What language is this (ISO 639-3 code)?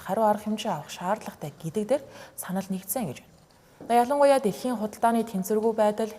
mon